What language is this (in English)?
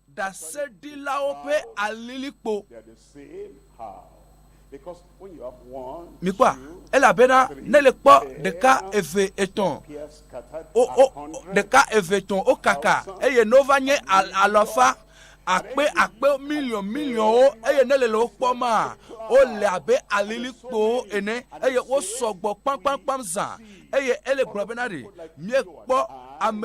Ewe